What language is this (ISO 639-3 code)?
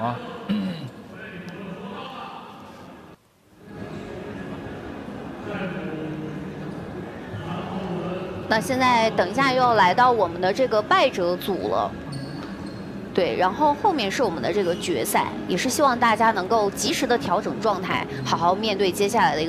zho